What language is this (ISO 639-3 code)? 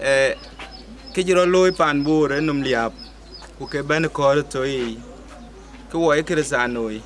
din